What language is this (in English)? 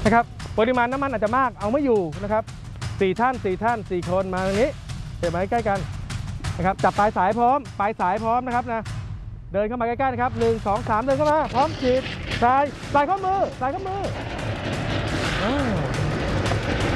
Thai